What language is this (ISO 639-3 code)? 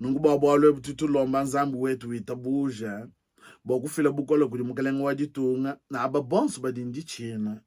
lua